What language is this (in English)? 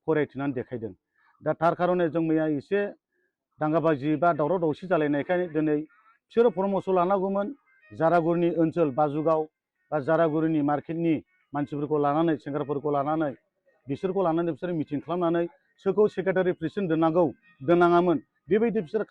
Bodo